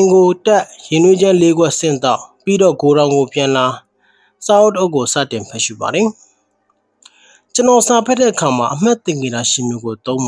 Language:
Burmese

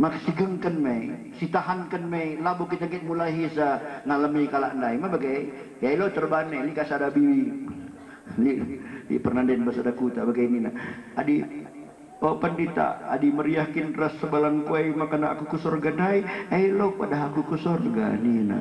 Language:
Batak Karo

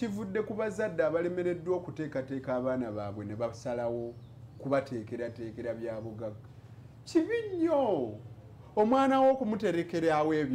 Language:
Ganda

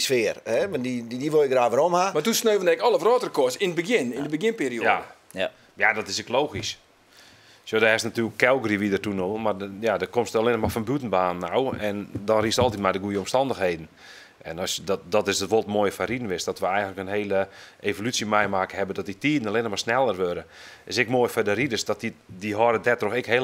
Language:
Western Frisian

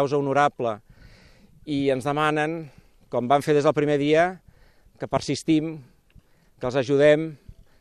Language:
Catalan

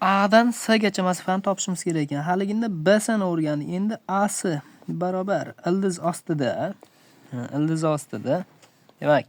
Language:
Uzbek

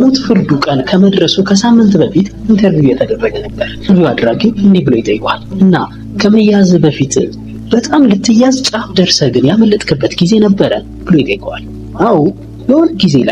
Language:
Amharic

